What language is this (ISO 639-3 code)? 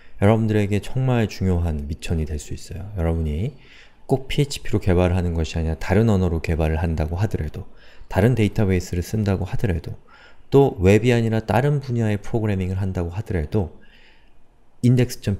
kor